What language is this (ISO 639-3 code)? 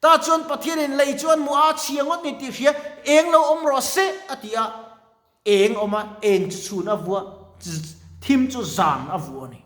lus